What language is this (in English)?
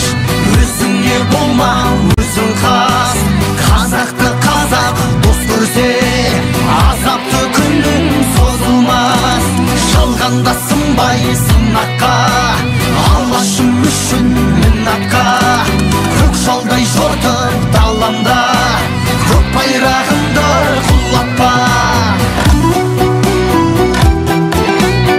Kazakh